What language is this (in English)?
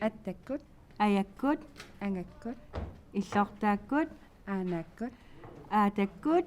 Kalaallisut